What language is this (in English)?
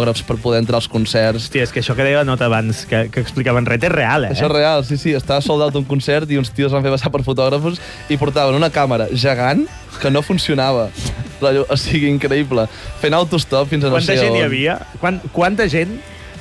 Catalan